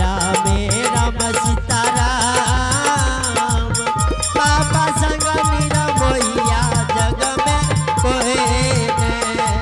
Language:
Angika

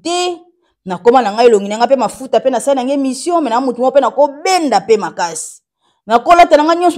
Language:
Lingala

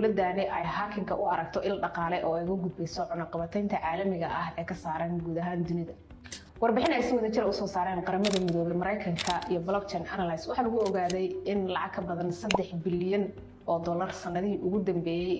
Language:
Somali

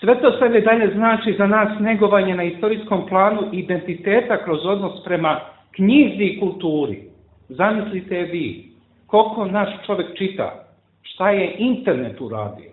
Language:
Serbian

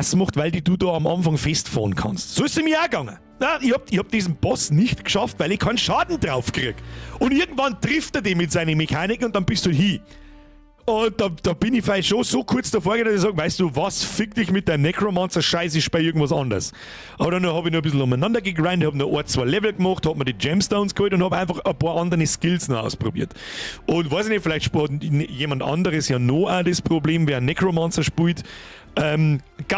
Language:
Bavarian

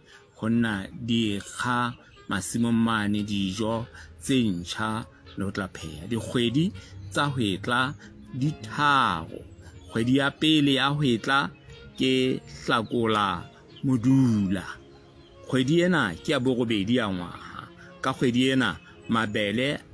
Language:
Southern Sotho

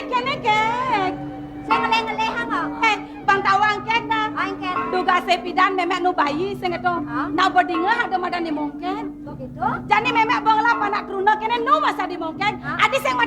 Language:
Balinese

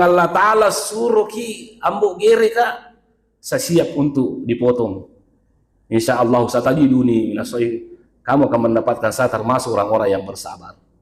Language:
Buginese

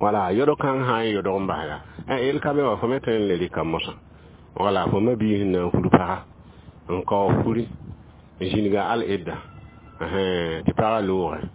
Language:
Mossi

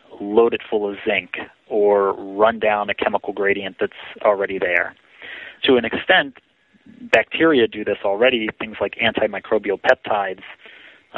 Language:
English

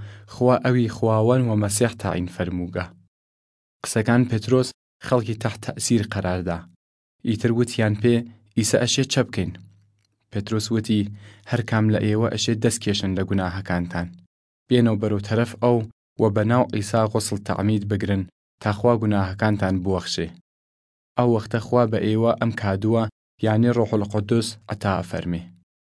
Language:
Southern Kurdish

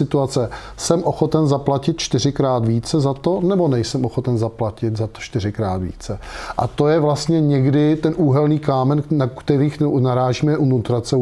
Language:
Czech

